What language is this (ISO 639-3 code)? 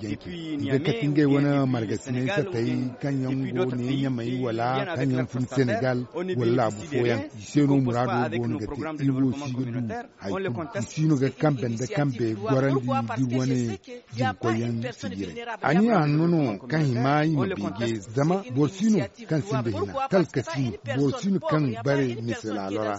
dje